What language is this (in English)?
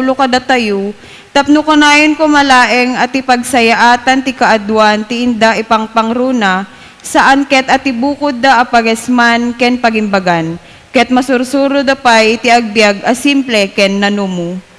Iloko